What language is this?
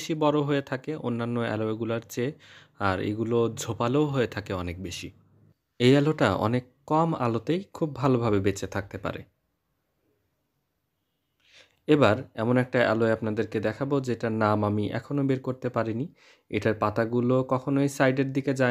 Bangla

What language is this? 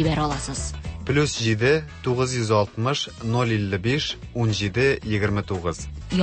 Tatar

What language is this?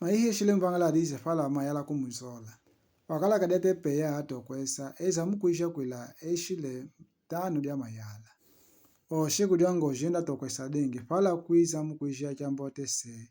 Kimbundu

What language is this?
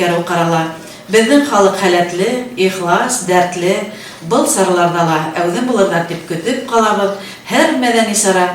Bashkir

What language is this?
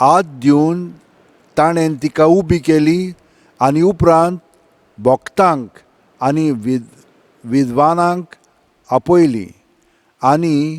Konkani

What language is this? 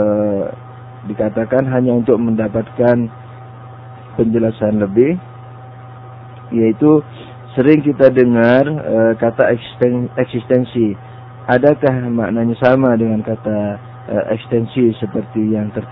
Indonesian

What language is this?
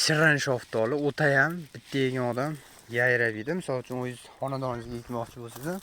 Uzbek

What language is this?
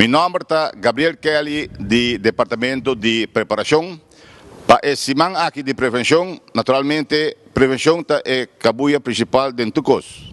Papiamento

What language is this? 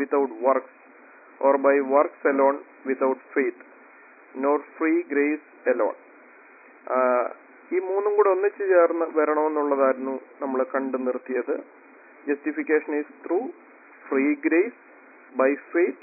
Malayalam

